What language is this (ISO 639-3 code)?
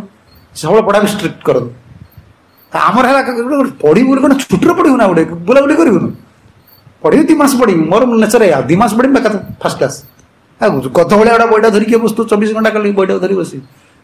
ori